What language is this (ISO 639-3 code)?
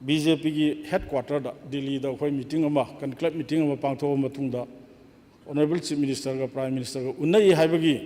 mni